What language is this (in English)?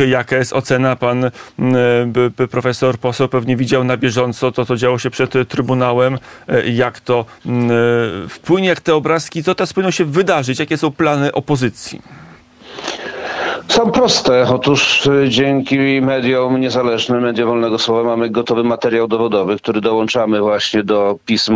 Polish